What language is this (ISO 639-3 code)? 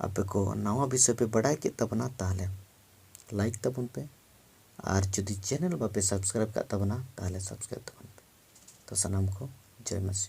sat